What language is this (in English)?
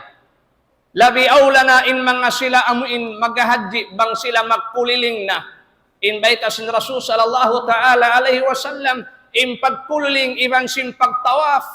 Tausug